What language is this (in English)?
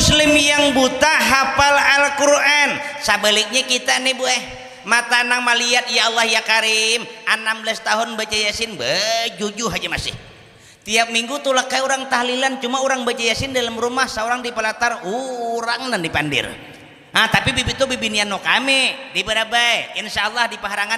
Banjar